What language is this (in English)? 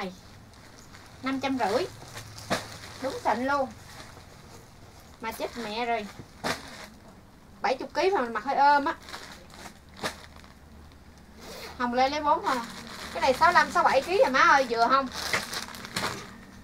Vietnamese